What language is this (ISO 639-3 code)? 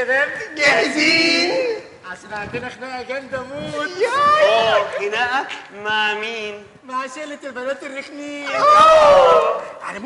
arz